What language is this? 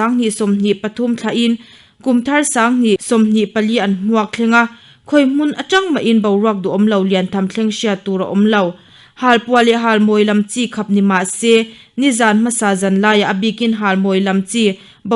Mizo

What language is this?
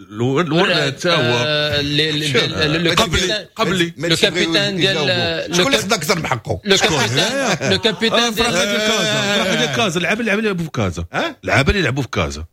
Moroccan Arabic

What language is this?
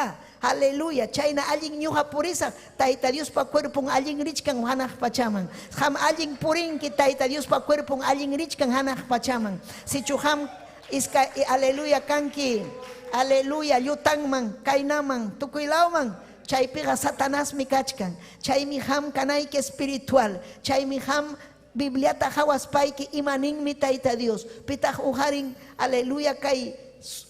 Ayacucho Quechua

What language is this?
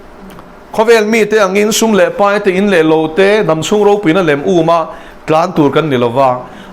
Mizo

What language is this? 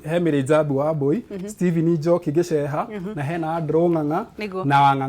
Kikuyu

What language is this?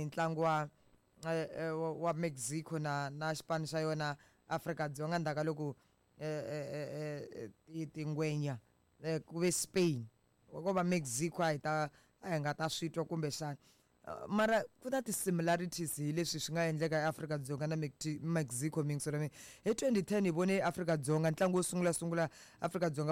Tsonga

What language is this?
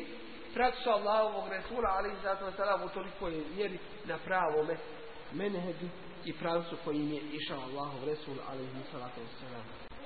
Bosnian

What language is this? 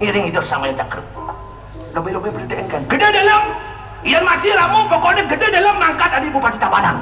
Balinese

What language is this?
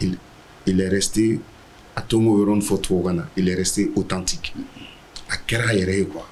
Bambara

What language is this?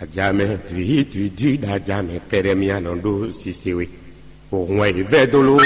Fon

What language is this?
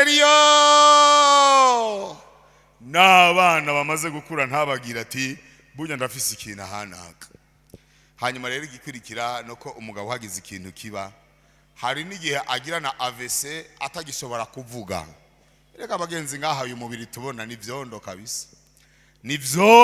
Rundi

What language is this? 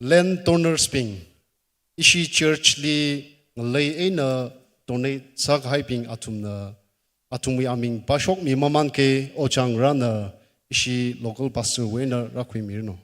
Tangkhul Naga (India)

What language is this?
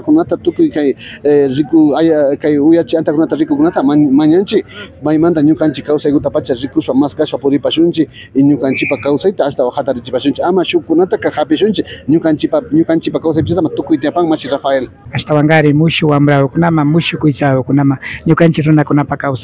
Imbabura Highland Quichua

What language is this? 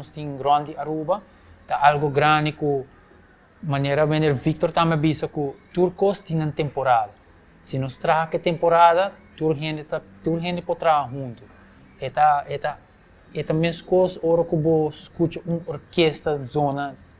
Papiamento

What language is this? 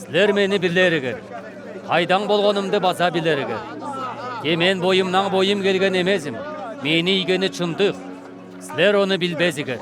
Southern Altai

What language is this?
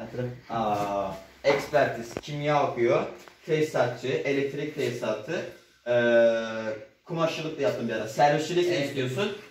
Turkish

